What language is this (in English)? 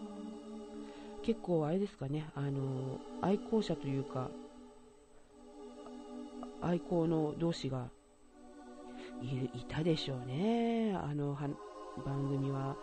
Japanese